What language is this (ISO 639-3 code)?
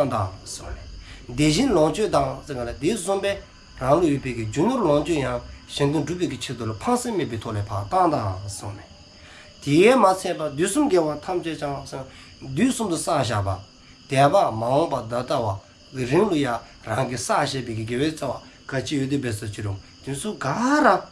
dzo